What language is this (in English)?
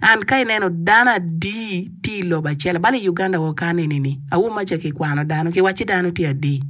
Acoli